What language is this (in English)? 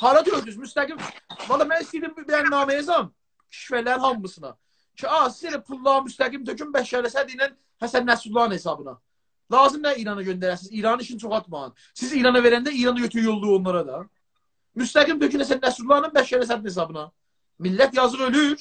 South Azerbaijani